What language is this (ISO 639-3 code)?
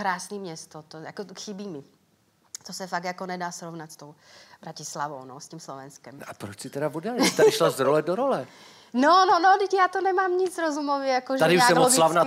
ces